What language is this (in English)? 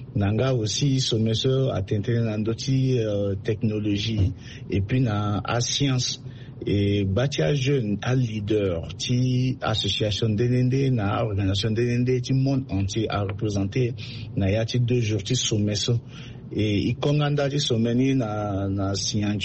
Sango